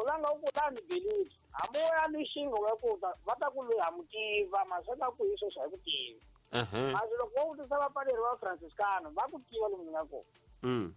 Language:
Tsonga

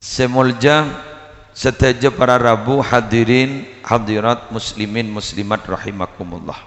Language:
Madurese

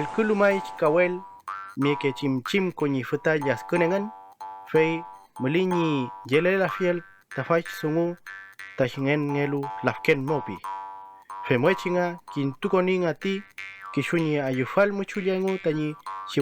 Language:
Mapuche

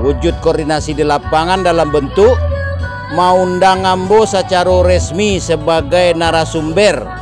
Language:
Minangkabau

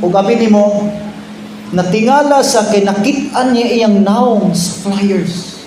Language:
Cebuano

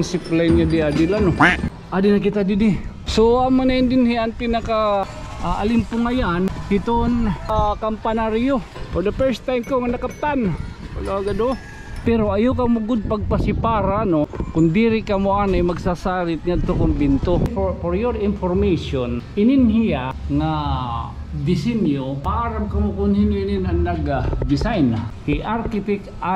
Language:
Waray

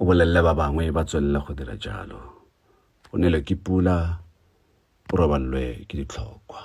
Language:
Tswana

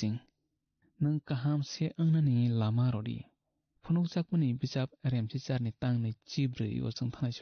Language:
Kok Borok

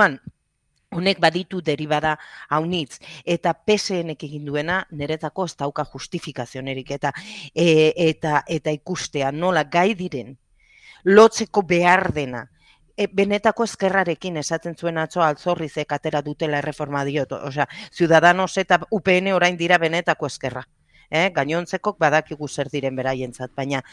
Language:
Basque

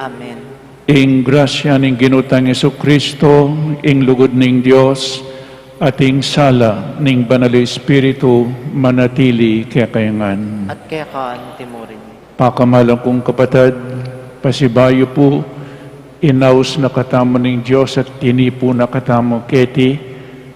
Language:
Pampanga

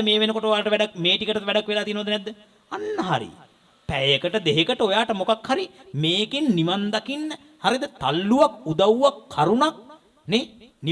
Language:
Sinhala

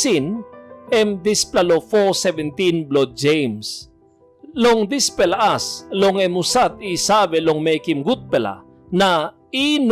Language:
Tok Pisin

